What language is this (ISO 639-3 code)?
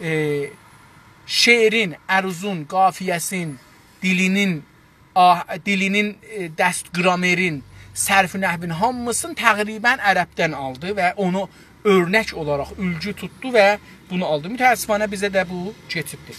azb